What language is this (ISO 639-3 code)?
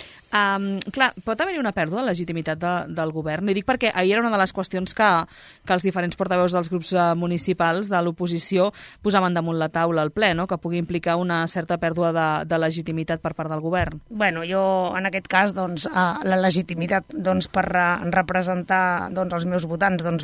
cat